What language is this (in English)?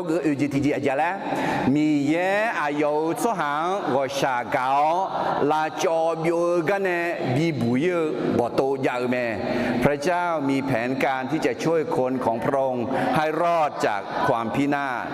Akha